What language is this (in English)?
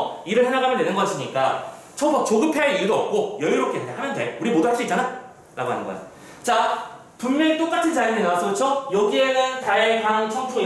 Korean